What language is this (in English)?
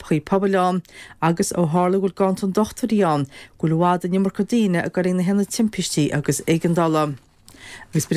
Irish